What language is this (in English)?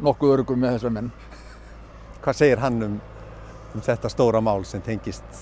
Icelandic